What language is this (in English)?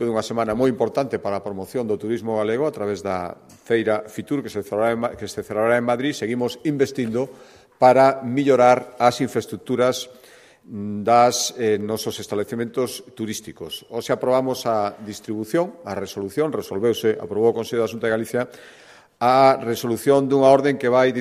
Galician